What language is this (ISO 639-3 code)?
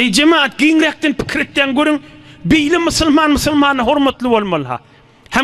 tuk